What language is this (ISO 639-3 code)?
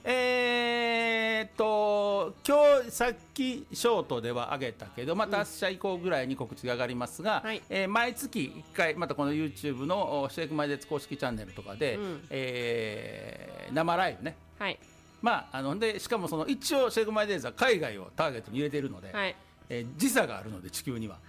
jpn